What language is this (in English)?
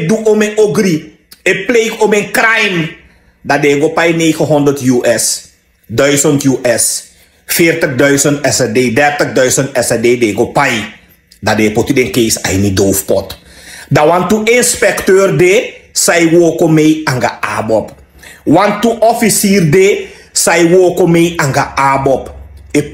Sranan Tongo